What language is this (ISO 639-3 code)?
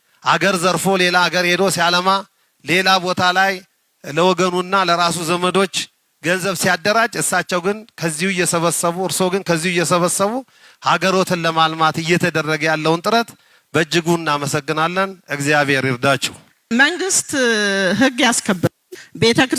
amh